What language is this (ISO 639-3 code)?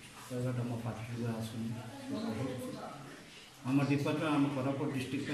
ori